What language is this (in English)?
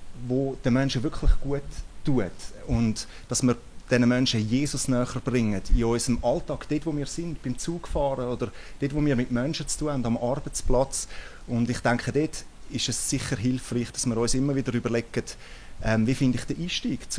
Swiss German